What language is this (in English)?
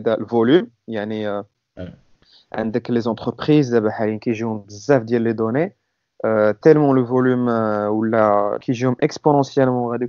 Moroccan Arabic